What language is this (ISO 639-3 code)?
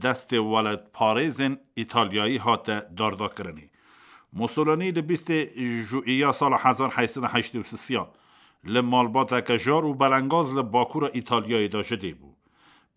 kur